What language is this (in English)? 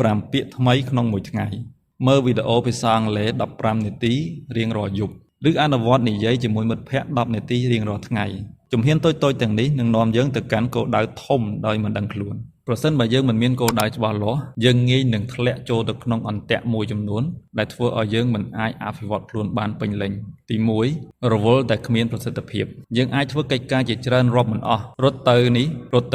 Khmer